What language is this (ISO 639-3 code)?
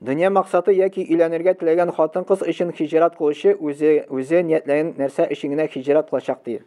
tat